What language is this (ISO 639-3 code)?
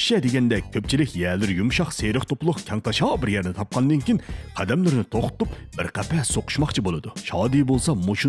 uig